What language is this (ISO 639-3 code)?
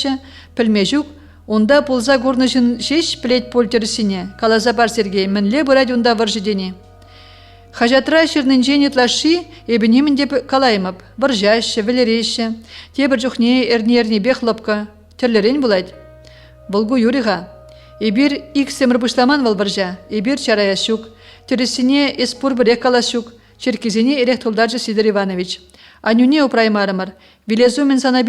chv